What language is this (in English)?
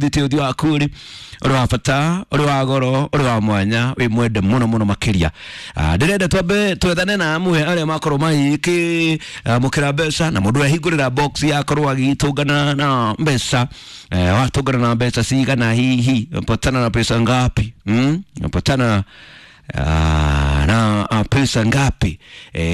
Kikuyu